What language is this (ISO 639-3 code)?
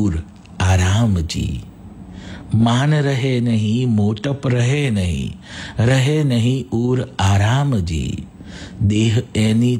guj